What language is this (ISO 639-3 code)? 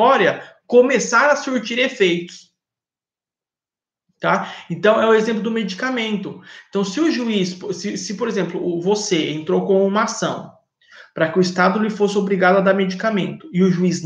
por